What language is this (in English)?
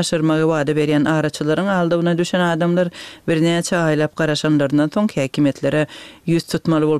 Turkmen